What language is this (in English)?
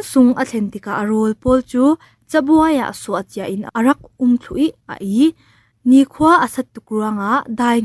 Falam Chin